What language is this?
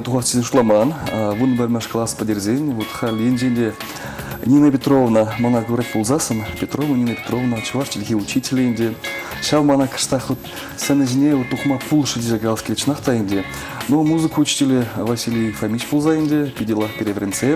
Chuvash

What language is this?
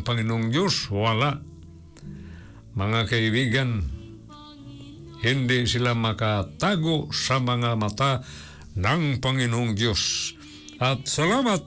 Filipino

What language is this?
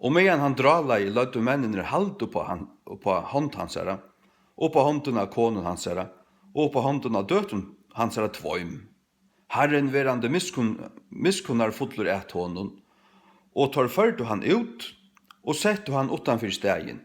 Faroese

